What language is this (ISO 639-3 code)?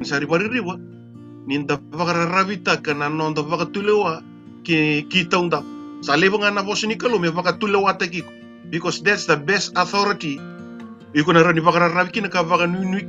fij